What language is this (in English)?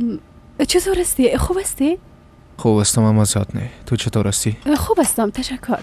Persian